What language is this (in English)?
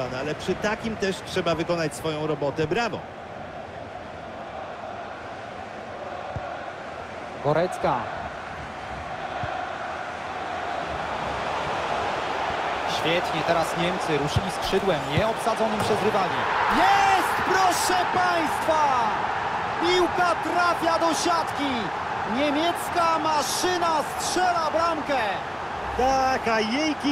Polish